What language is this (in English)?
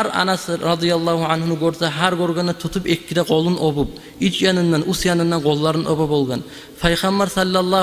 Kumyk